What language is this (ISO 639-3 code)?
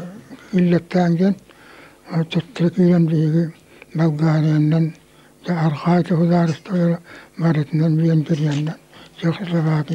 sah